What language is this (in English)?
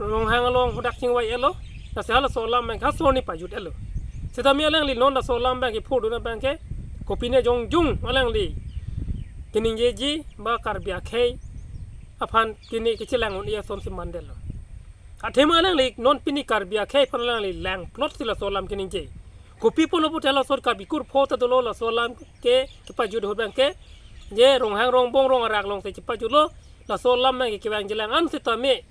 Karbi